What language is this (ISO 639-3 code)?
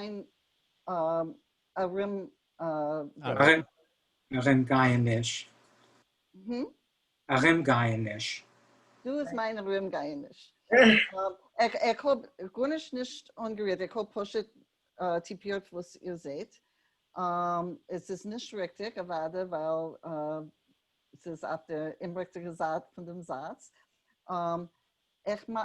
yid